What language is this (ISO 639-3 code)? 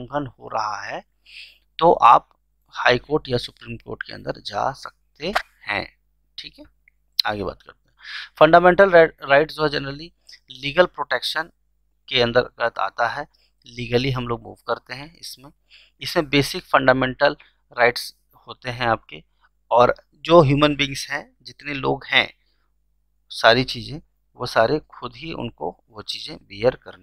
hin